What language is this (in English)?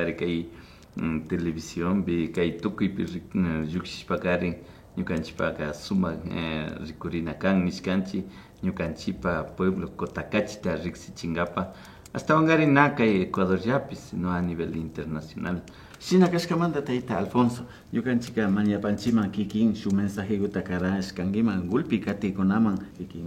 Imbabura Highland Quichua